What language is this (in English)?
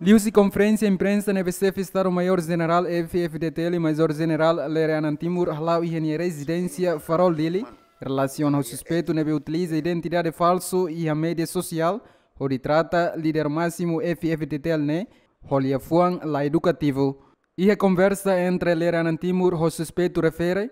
Tetum